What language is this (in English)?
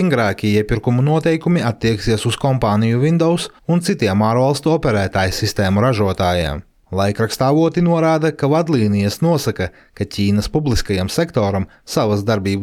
Latvian